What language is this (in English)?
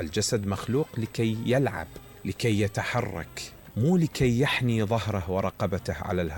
Mesopotamian Arabic